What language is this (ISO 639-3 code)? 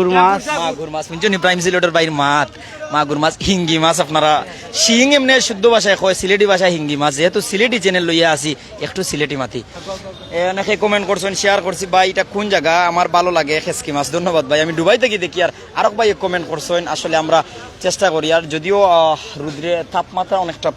syl